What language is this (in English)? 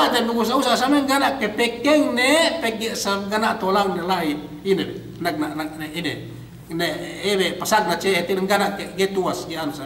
Yakan